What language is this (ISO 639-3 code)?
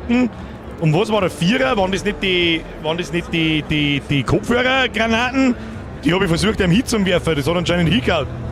bar